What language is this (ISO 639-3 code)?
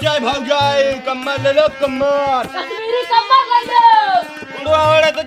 awa